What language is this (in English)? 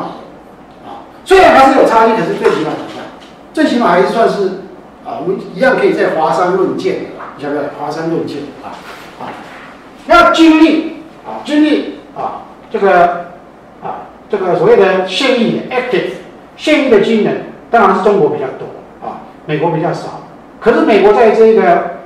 Chinese